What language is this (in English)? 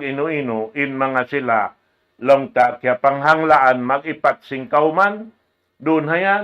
Tausug